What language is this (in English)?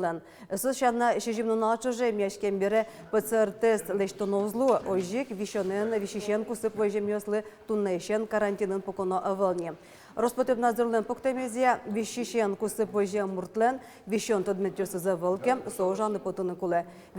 Udmurt